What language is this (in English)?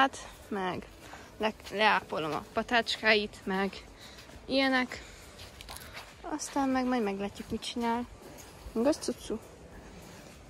Hungarian